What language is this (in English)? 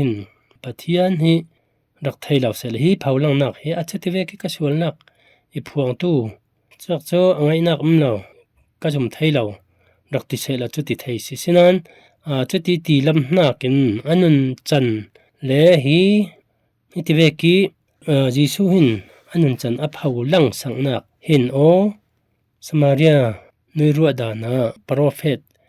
Falam Chin